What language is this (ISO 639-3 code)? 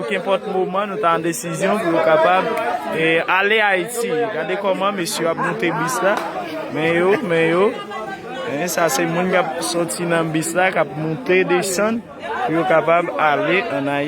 hat